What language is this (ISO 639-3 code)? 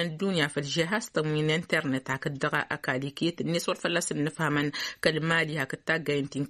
taq